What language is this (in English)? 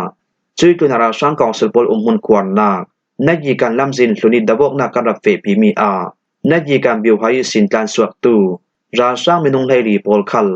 Falam Chin